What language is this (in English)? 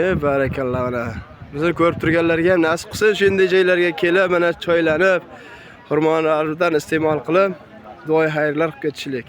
Uzbek